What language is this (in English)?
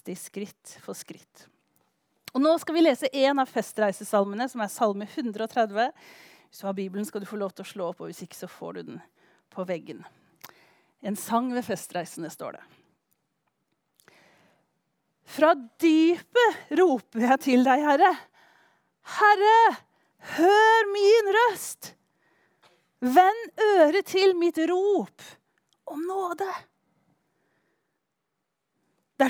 Norwegian